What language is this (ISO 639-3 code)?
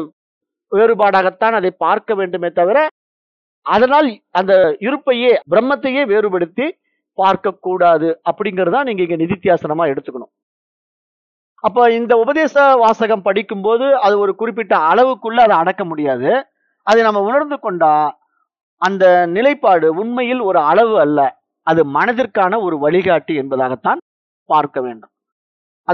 tam